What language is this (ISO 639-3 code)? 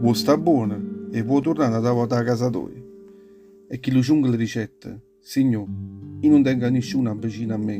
nap